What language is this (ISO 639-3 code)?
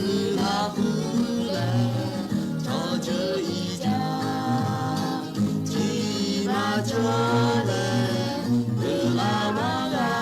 lhu